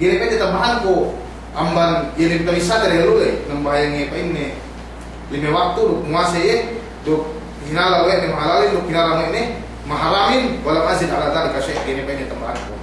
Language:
Yakan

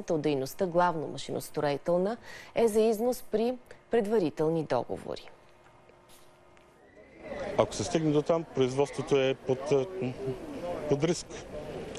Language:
Bulgarian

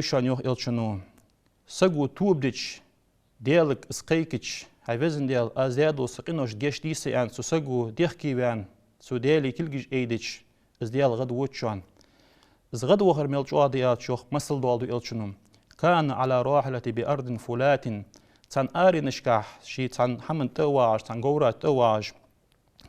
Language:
Ingush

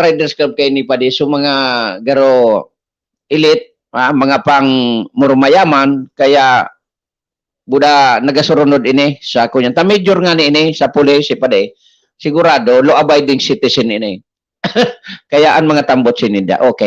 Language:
Bikol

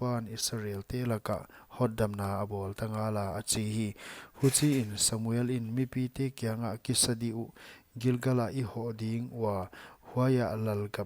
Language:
Paite Chin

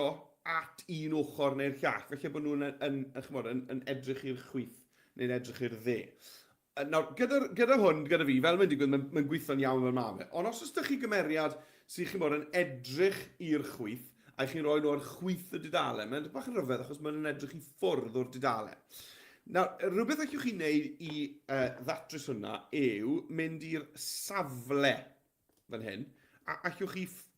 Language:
Welsh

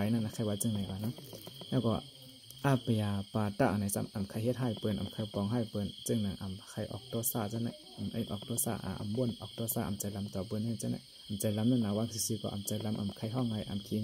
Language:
Shan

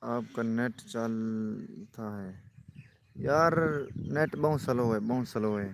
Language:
Saraiki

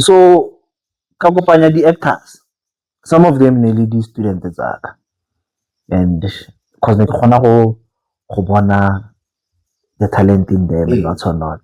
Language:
Tswana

